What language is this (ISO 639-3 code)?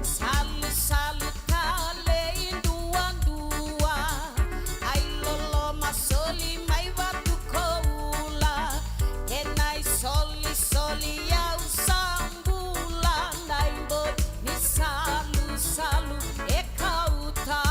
fij